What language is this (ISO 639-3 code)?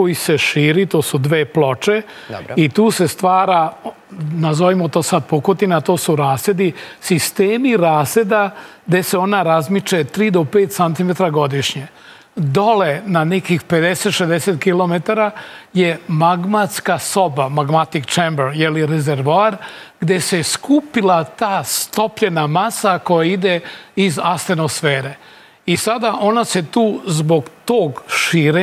srp